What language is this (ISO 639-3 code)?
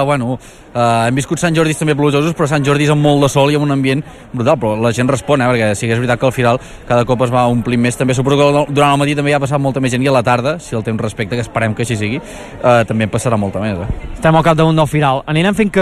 cat